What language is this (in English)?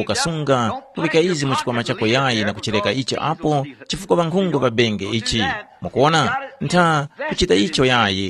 Tumbuka